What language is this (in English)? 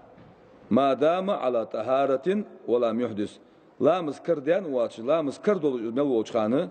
Ingush